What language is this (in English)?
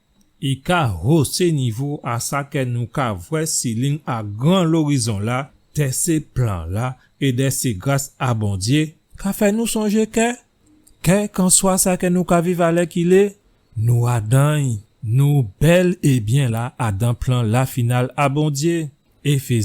Guadeloupean Creole French